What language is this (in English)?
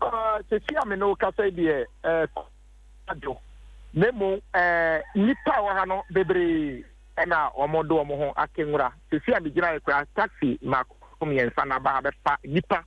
Akan